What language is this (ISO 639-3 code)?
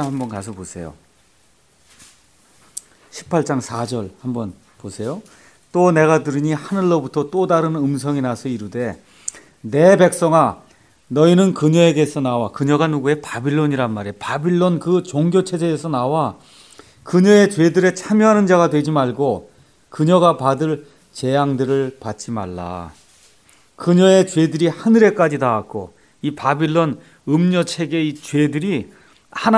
kor